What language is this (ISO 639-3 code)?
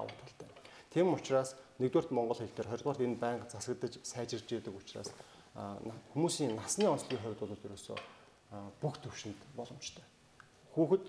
mon